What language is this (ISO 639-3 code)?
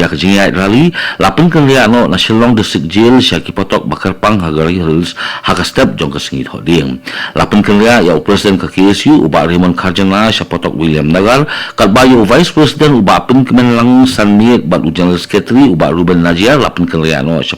kha